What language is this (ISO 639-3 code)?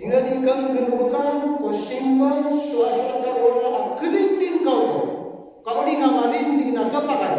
mrw